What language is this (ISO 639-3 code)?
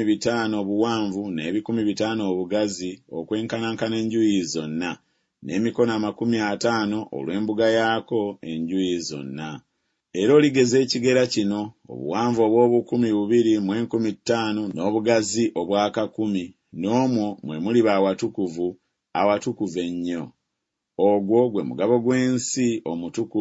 lug